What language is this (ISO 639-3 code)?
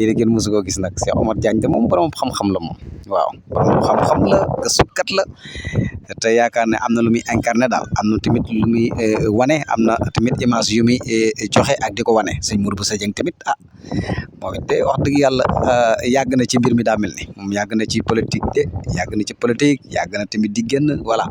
wol